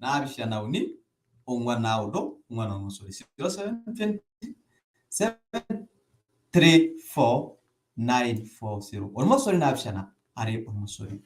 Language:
Masai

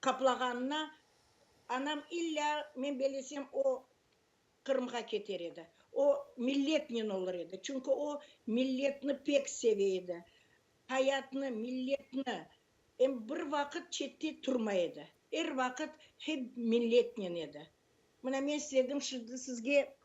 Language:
Crimean Tatar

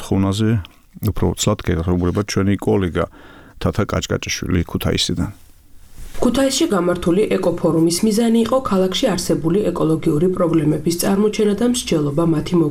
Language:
Georgian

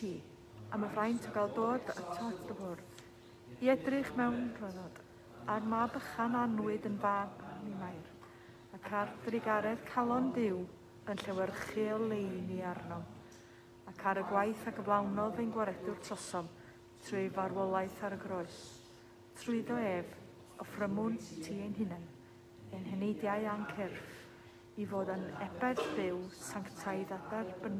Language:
Welsh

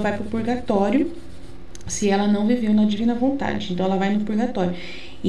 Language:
Portuguese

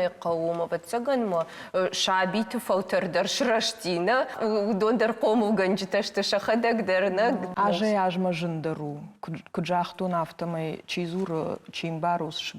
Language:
Ossetic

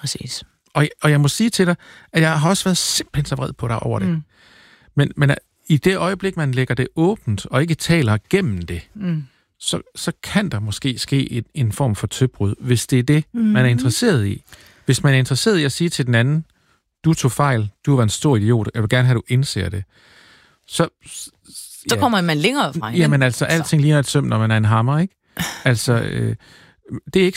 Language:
Danish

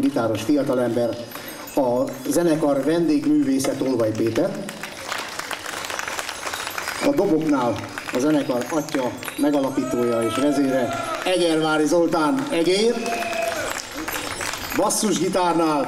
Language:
Hungarian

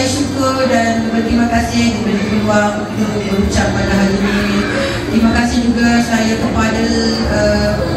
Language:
Malay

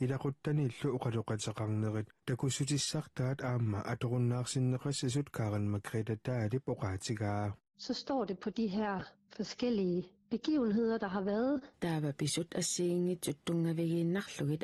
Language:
Kalaallisut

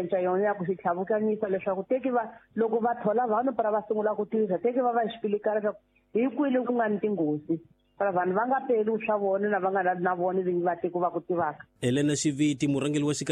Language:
Tsonga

